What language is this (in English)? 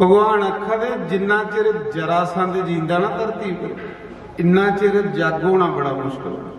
Dogri